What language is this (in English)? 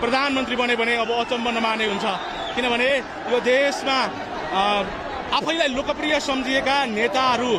Nepali